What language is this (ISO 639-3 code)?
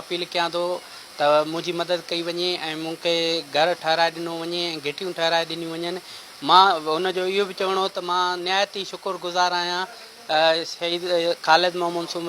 snd